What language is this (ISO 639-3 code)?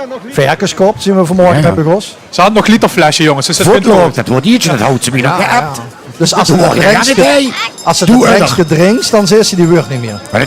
lim